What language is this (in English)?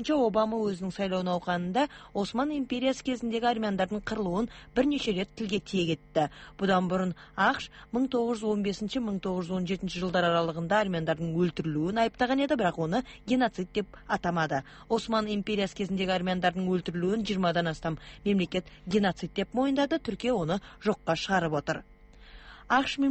Kazakh